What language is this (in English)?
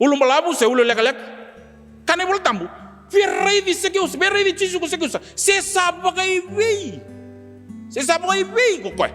Fijian